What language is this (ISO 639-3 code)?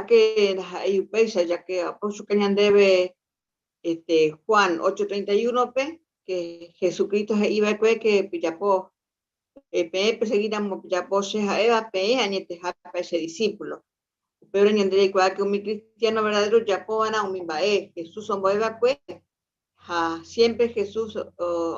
grn